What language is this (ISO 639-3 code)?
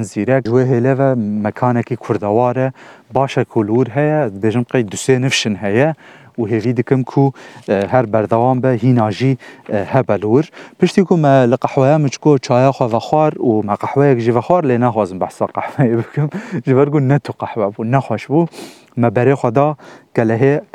kur